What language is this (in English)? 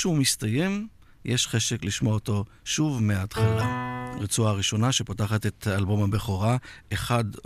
Hebrew